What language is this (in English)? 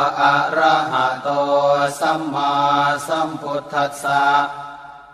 Pali